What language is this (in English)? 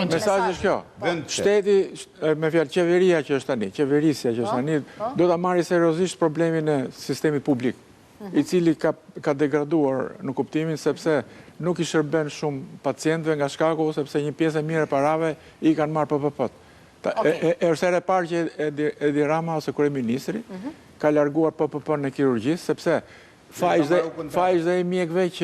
Albanian